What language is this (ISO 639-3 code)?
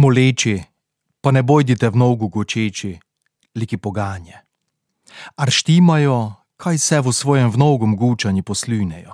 slv